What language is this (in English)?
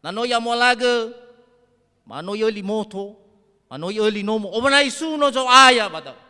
Nias